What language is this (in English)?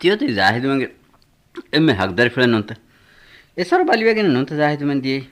Divehi